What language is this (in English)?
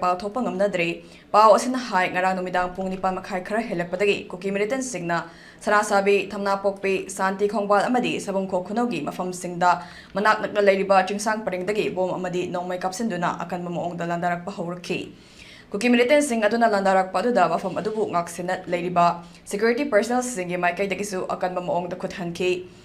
Manipuri